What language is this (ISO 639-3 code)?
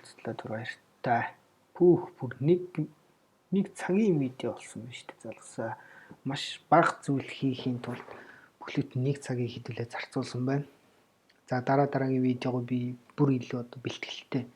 mon